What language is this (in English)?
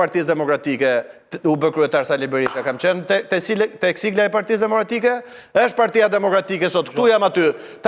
Albanian